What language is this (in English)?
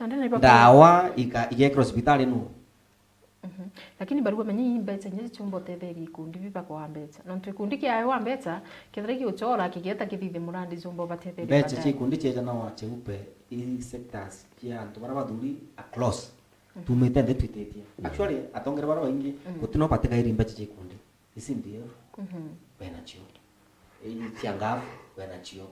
Meru